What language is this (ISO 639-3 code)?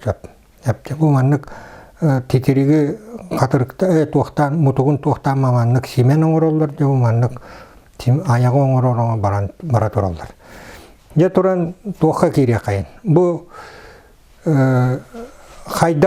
sah